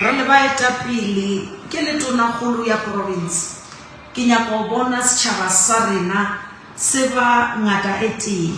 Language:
Northern Sotho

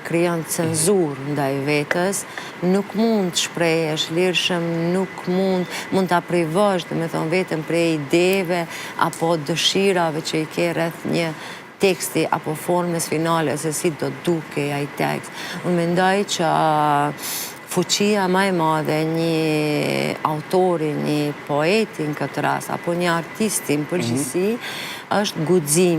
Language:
Albanian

